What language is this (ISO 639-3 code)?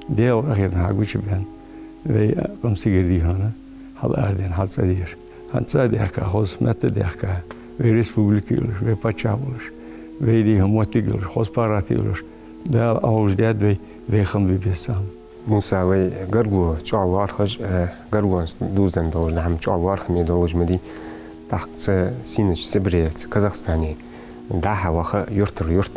inh